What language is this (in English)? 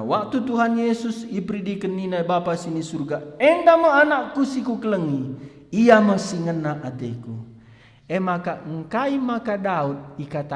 Batak Karo